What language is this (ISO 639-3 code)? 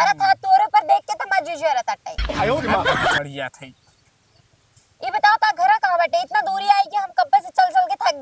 awa